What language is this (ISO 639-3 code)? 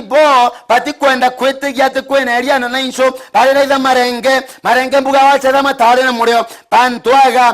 mer